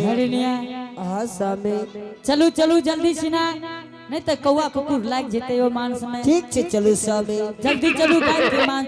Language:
Angika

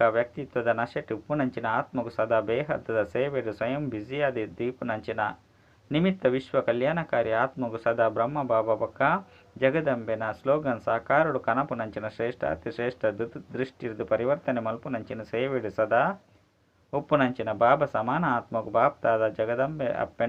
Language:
Tulu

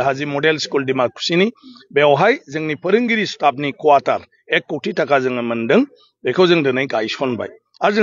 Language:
Bodo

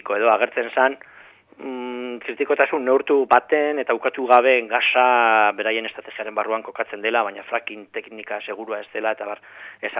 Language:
Basque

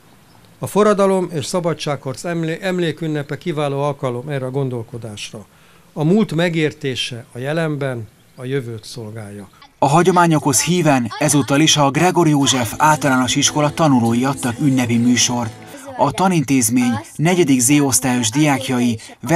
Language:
Hungarian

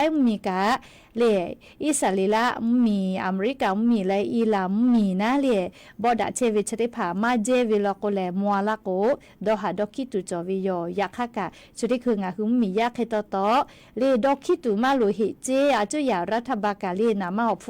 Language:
Lahu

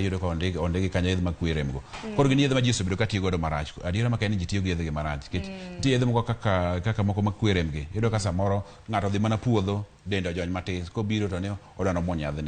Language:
Luo (Kenya and Tanzania)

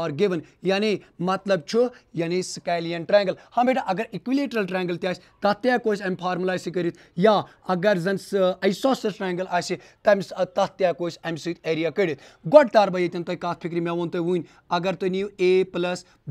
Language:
Kashmiri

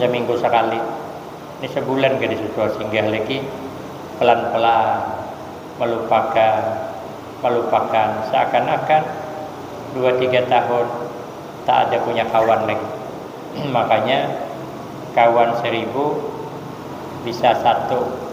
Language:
Banjar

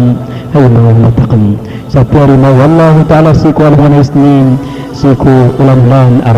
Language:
Maranao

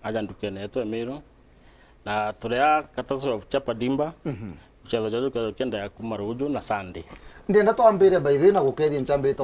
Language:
Meru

